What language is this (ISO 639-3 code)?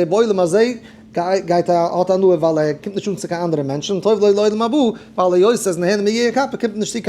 yid